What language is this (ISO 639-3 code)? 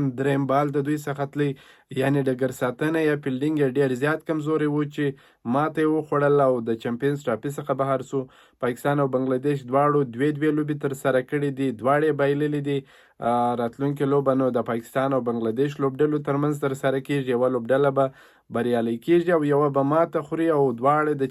pus